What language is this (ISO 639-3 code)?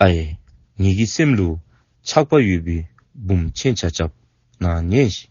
dzo